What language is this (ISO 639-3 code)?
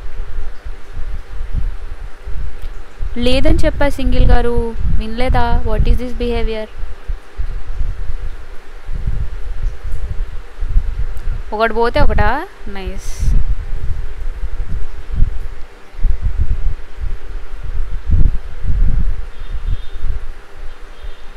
tel